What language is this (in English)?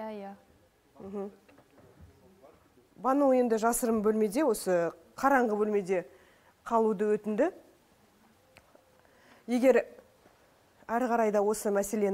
Kazakh